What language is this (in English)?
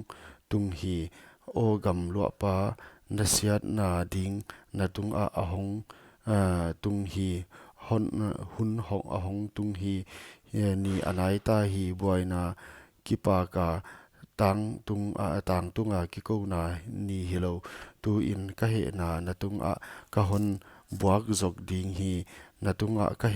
Paite Chin